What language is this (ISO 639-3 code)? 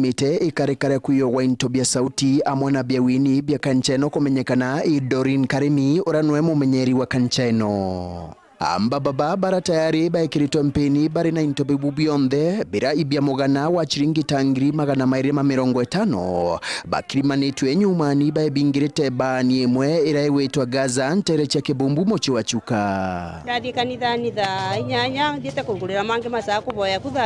mer